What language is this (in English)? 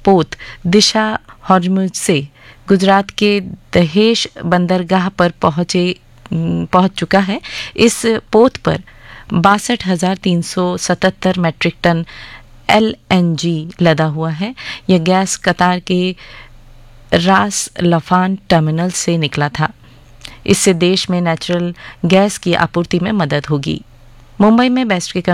Hindi